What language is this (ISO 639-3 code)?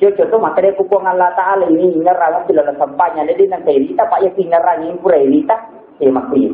bug